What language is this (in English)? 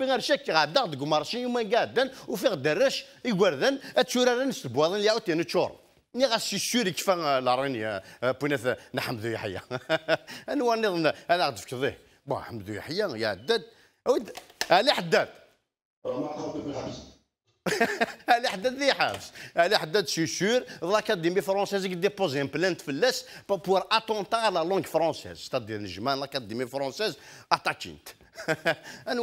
Kabyle